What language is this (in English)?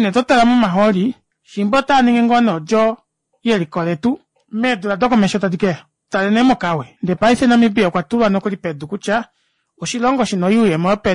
Kuanyama